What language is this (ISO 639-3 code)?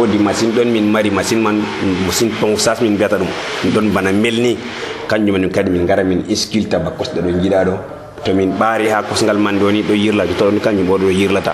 fuv